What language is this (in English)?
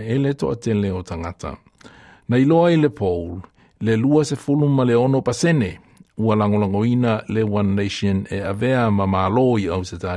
Samoan